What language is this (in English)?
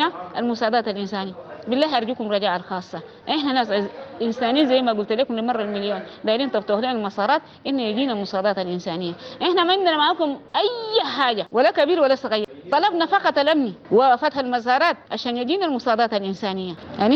Sudanese Arabic